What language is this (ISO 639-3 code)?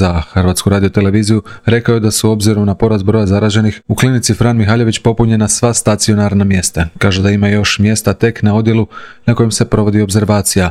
hrv